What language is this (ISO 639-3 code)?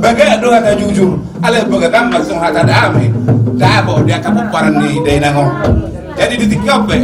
bbc